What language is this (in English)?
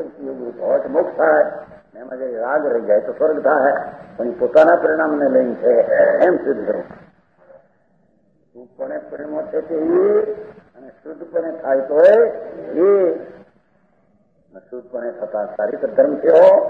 Gujarati